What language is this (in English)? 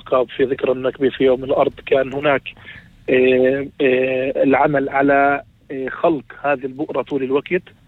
North Levantine Arabic